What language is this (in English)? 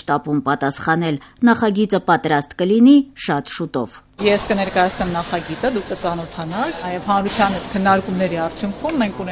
Armenian